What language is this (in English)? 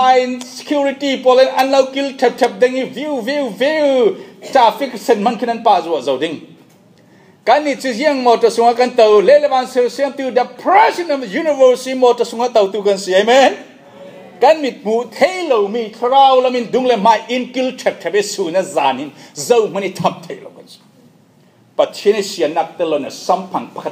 Falam Chin